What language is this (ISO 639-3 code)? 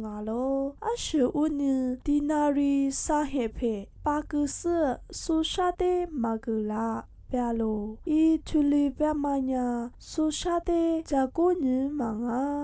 lis